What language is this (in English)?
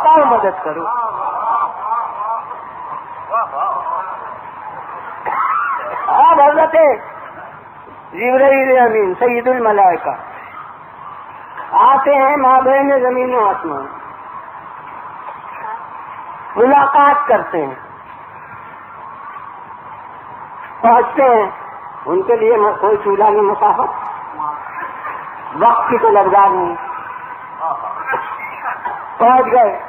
Urdu